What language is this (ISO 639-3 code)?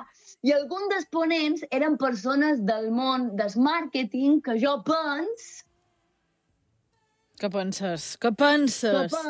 cat